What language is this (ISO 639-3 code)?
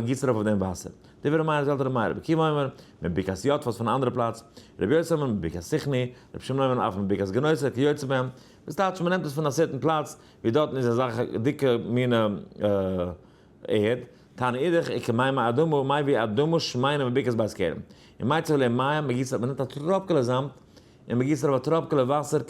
yid